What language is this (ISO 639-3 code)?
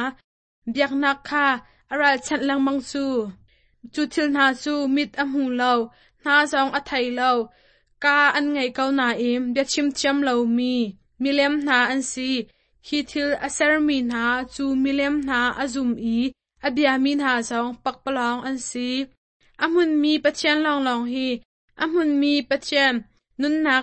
cnh